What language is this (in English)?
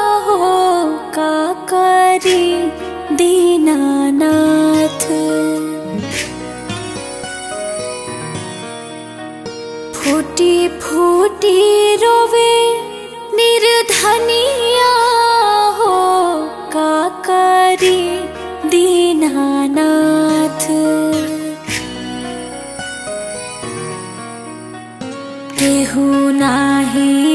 Bhojpuri